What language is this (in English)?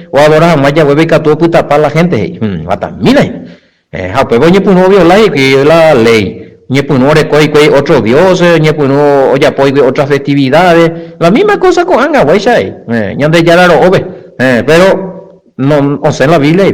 Guarani